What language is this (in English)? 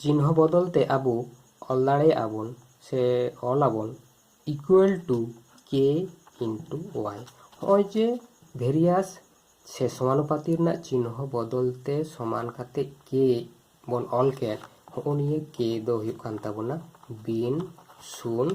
Santali